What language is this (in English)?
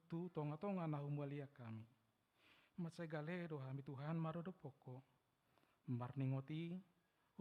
Batak Toba